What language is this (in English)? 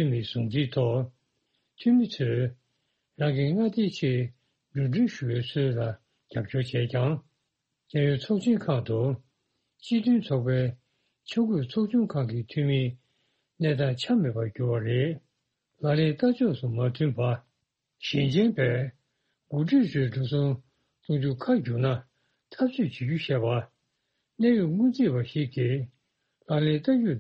Tibetan